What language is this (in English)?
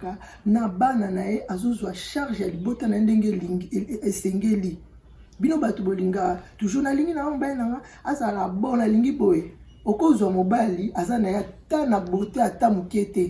Lingala